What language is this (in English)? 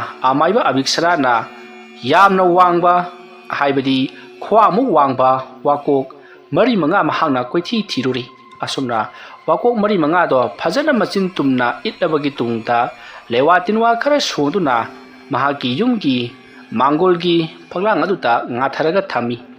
Manipuri